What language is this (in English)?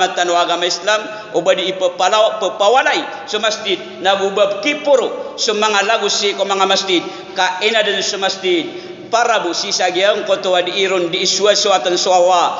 Maranao